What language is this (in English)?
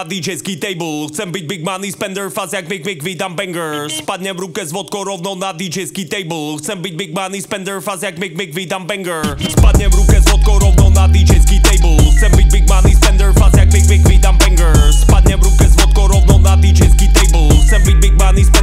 Slovak